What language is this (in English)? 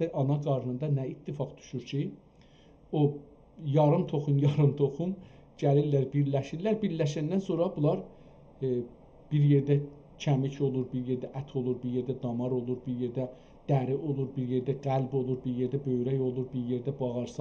South Azerbaijani